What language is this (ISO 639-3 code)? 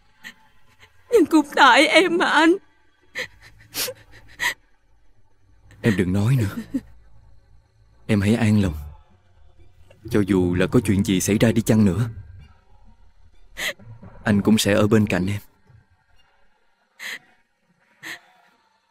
vie